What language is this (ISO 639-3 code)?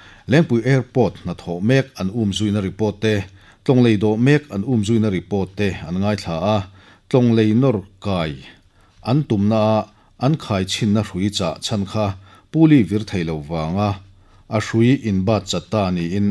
lus